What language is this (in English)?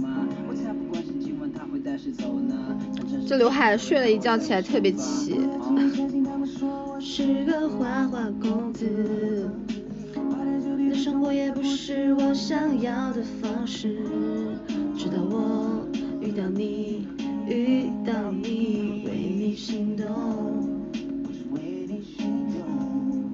Chinese